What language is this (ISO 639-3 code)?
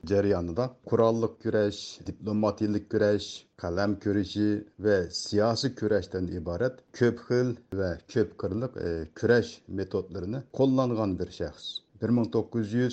uig